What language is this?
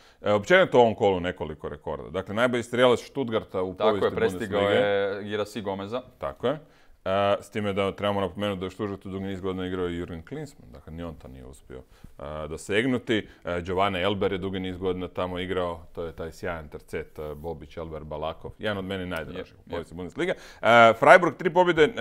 Croatian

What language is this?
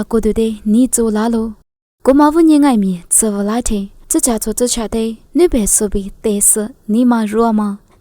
Lisu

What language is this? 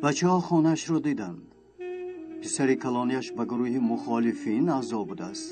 Tajik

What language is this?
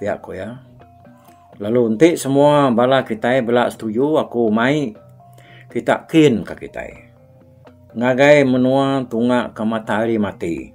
Iban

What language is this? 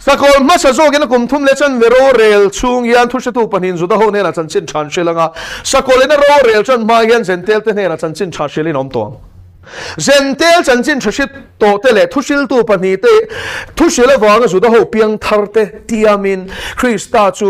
Mizo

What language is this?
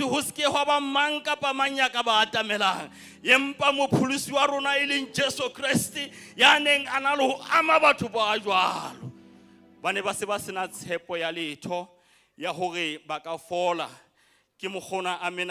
Southern Sotho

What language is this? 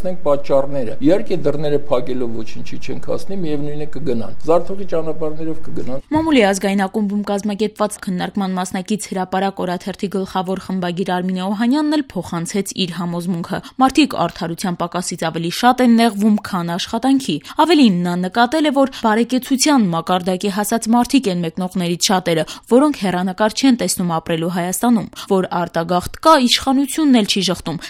Armenian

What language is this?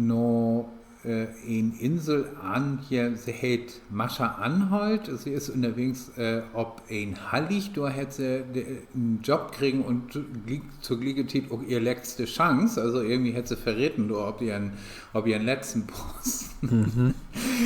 Low German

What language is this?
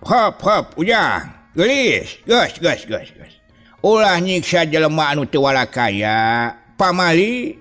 Sundanese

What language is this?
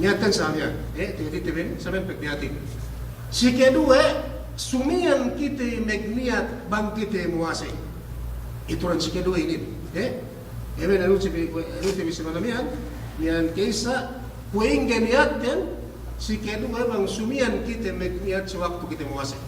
Yakan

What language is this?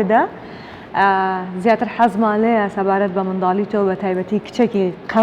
Central Kurdish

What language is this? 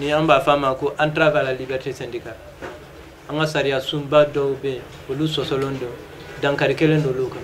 Bambara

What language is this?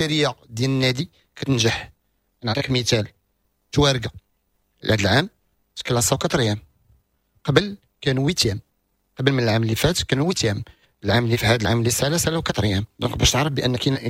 Moroccan Arabic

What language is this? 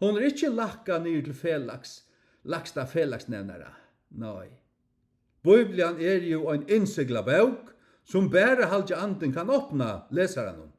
Faroese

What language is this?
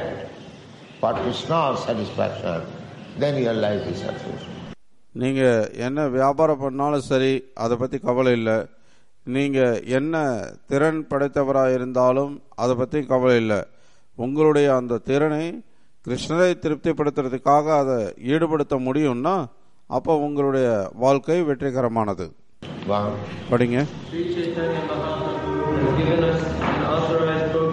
Tamil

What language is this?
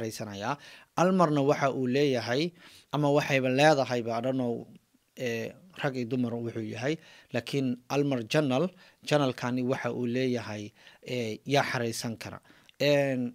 Somali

